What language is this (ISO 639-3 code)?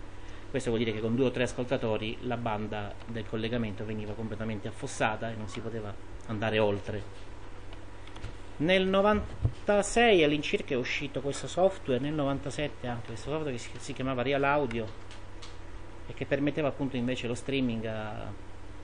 ita